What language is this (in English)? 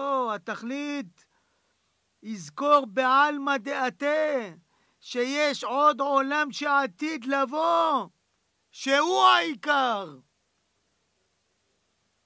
Hebrew